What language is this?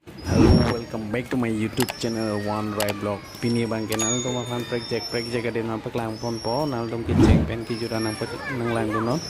Karbi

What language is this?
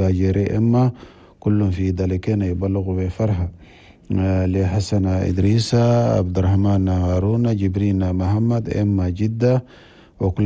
Chadian Arabic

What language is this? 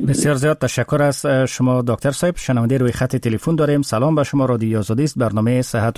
Persian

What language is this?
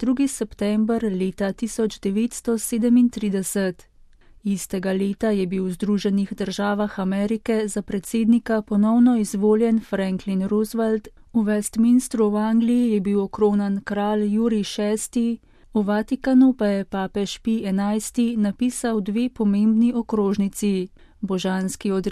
Slovenian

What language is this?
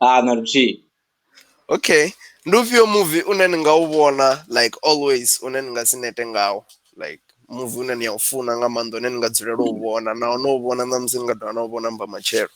Venda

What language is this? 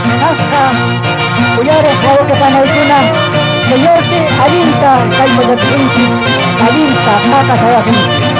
Quechua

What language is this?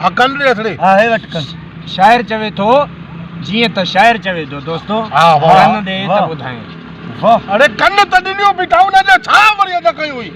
Sindhi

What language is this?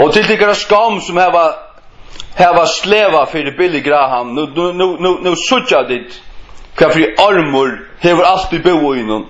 Faroese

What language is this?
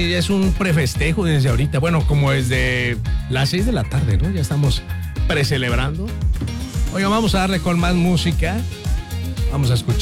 Spanish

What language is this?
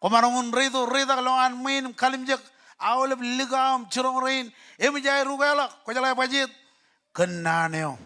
Marshallese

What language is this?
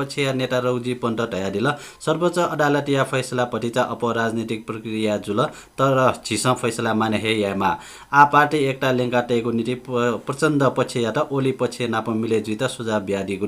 Newari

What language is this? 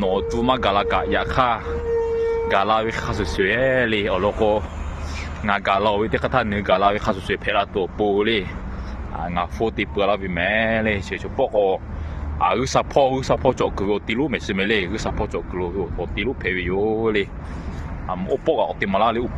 Lahu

